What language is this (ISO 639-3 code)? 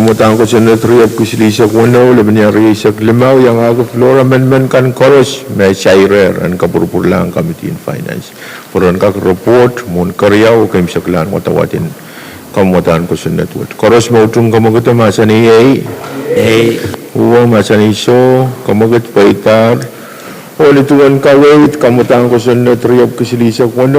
pon